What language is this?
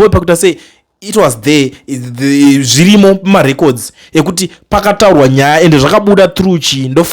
Shona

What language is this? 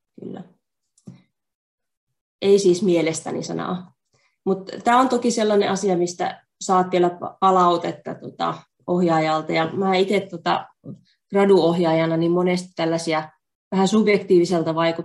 Finnish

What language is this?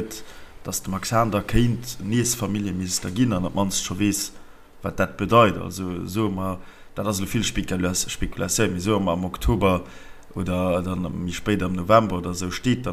Luxembourgish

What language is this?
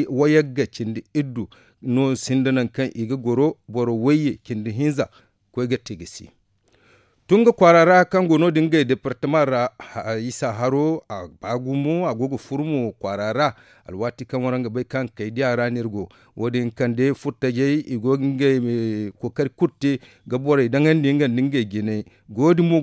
Zarma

